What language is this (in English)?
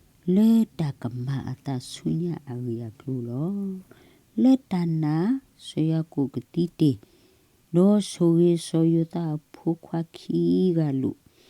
S'gaw Karen